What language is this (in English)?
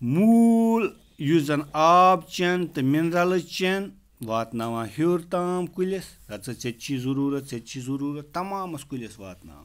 Kashmiri